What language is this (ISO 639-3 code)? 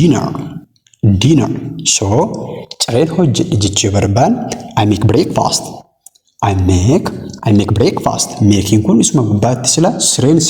orm